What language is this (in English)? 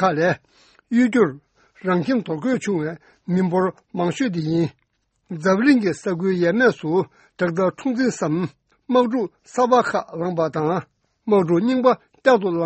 Tibetan